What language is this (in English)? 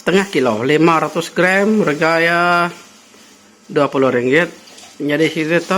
Iban